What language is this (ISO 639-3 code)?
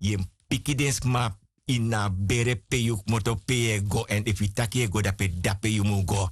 srn